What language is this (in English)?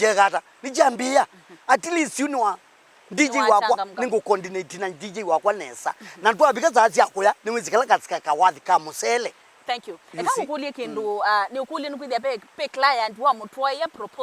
Kamba